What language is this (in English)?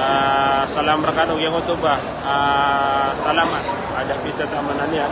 Maranao